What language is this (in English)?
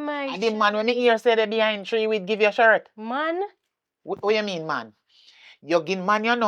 Jamaican Creole English